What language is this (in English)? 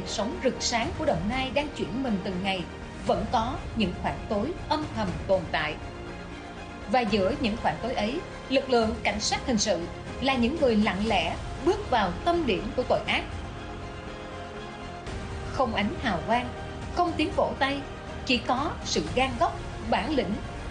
Vietnamese